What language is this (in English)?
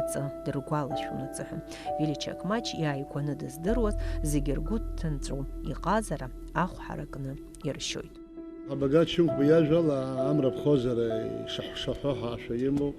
Abkhazian